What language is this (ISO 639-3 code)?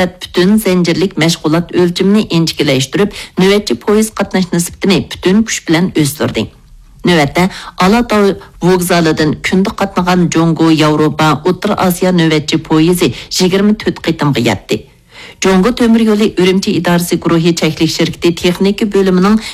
uig